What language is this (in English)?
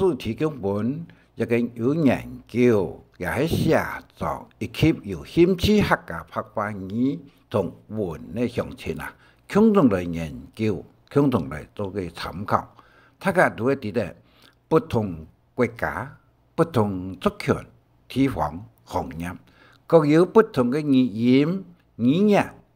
Hakka Chinese